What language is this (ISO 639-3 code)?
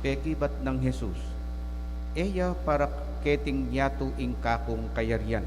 pam